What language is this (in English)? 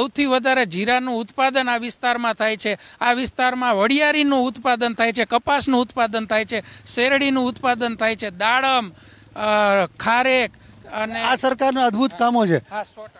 Gujarati